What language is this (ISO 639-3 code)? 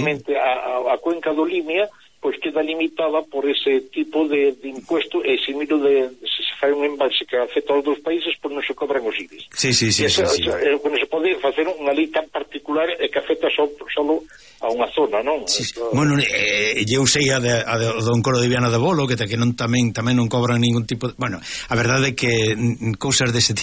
glg